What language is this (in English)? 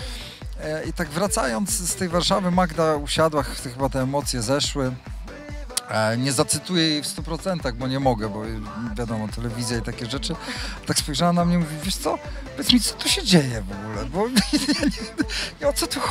Polish